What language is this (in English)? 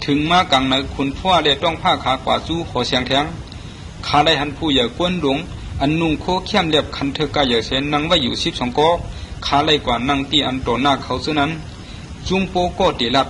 Shan